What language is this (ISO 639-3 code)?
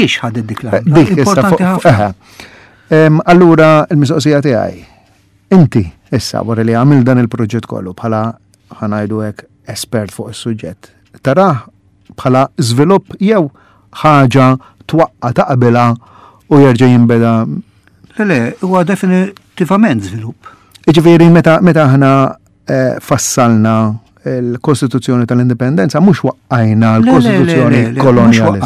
mlt